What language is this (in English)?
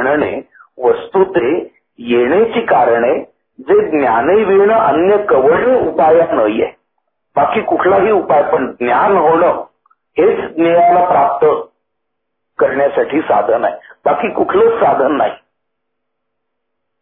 Marathi